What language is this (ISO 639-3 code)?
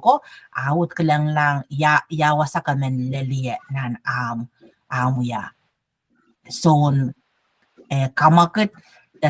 pon